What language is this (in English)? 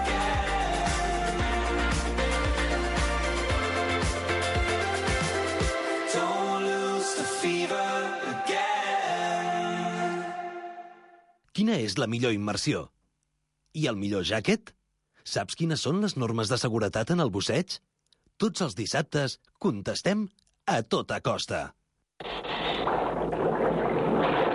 Catalan